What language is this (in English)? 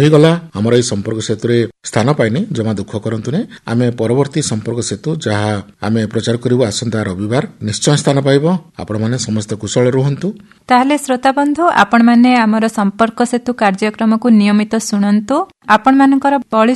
Odia